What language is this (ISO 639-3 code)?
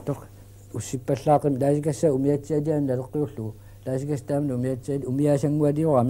kal